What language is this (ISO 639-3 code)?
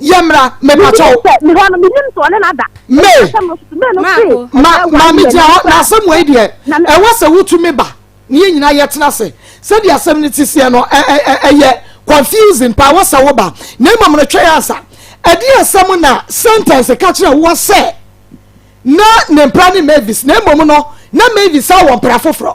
aka